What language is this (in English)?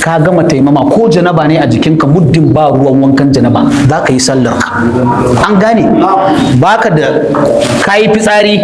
Hausa